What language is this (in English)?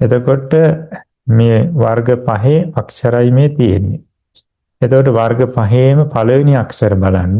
Sinhala